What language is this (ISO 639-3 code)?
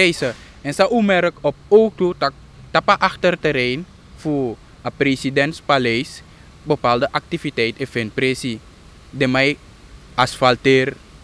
srn